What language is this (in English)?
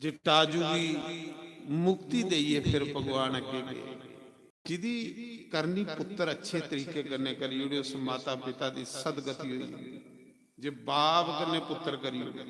Dogri